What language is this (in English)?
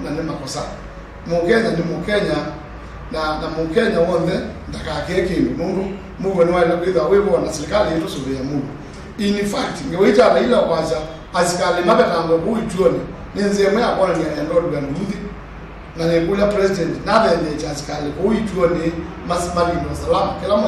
Kamba